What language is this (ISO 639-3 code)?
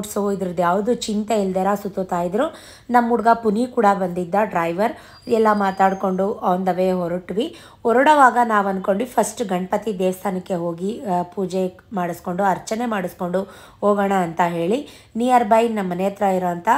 kan